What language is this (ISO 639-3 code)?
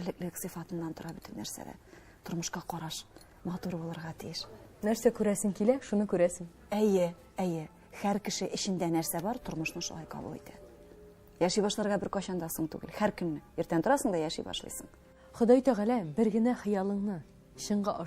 tat